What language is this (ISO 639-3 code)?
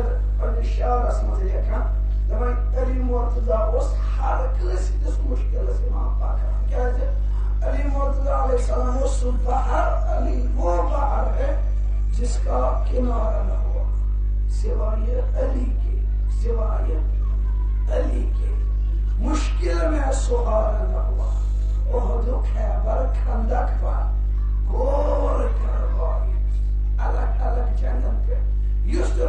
kas